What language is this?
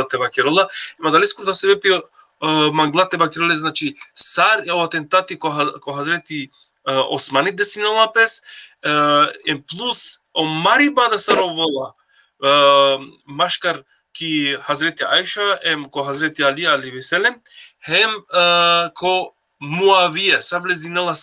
Balkan Romani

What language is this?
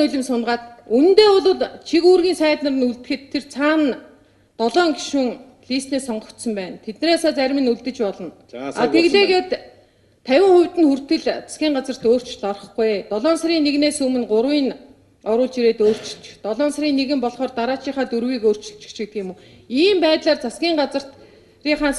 Mongolian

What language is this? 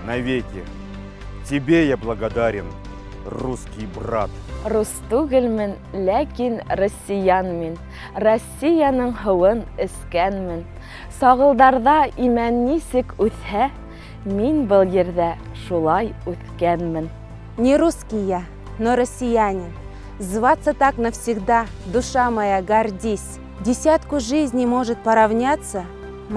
Bashkir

